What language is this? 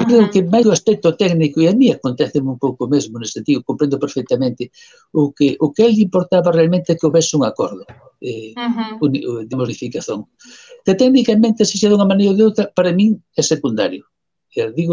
Galician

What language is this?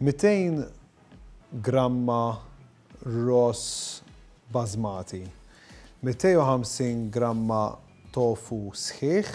Maltese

